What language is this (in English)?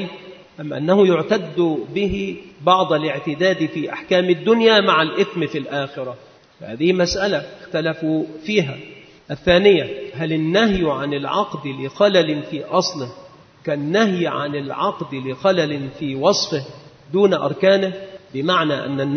Arabic